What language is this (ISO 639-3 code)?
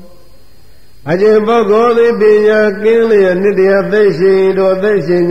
mya